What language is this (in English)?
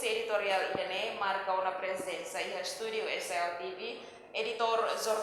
Tetum